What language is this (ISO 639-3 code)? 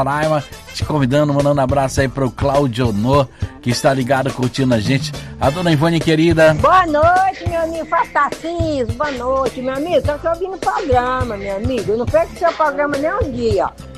por